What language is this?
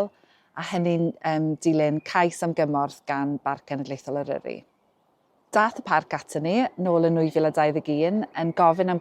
Welsh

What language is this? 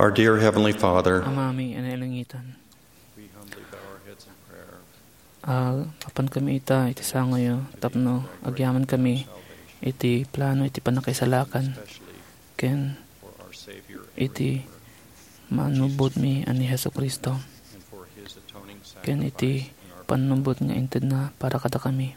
Iloko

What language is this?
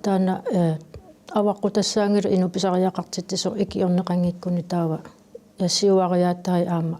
Kalaallisut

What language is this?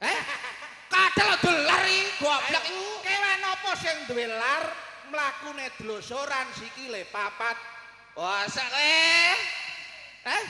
Javanese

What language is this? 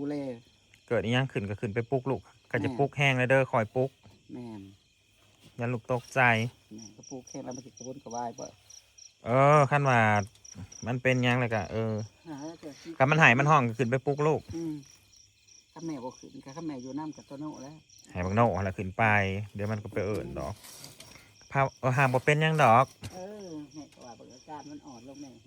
Northeastern Thai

